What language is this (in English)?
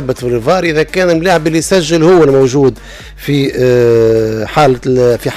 Tunisian Arabic